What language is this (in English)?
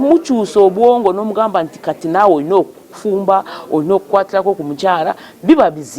Ganda